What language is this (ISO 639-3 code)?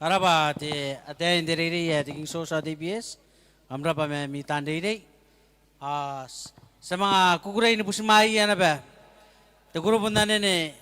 gil